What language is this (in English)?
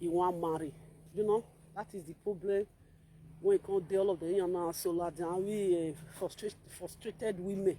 Nigerian Pidgin